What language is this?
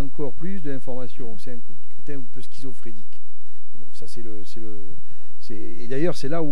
French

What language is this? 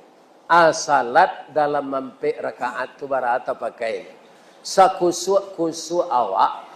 Minangkabau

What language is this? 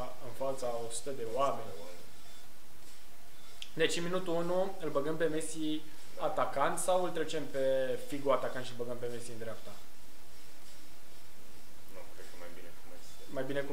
Romanian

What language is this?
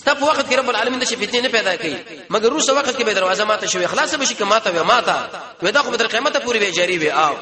Pashto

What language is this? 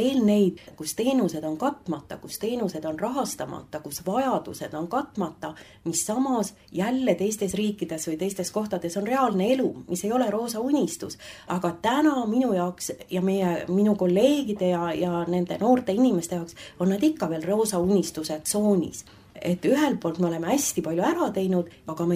Estonian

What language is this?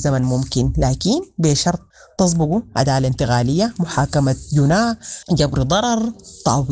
Sudanese Arabic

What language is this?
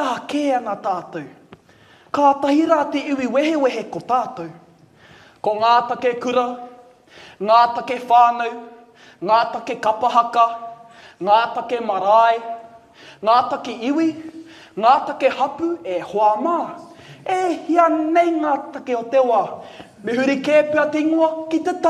Māori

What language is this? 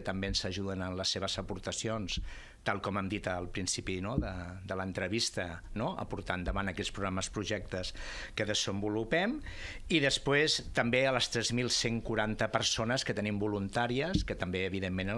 Catalan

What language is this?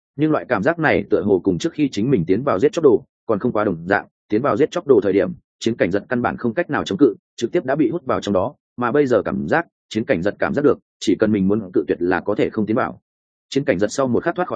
Vietnamese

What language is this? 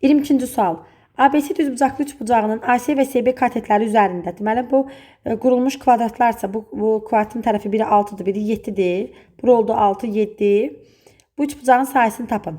Azerbaijani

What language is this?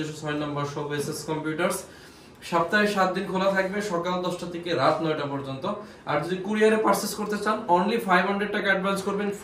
Bangla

